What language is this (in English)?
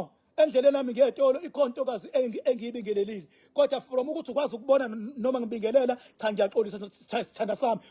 Zulu